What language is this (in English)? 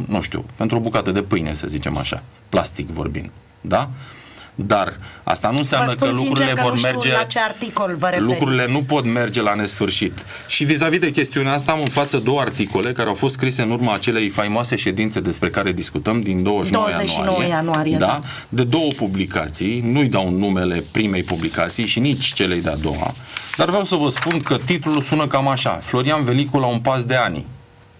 Romanian